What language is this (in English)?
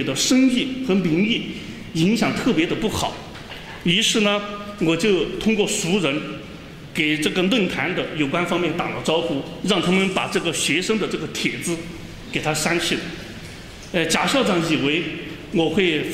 Chinese